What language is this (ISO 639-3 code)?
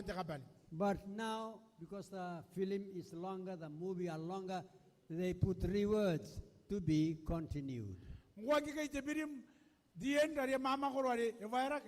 gil